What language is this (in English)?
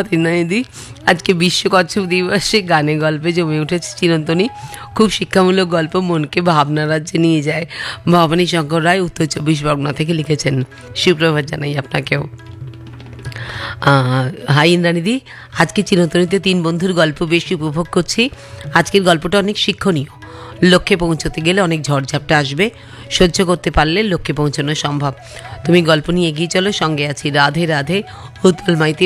Bangla